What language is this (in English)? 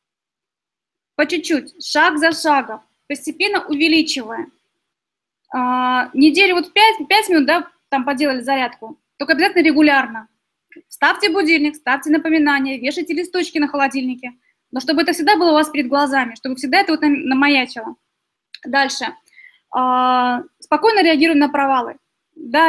Russian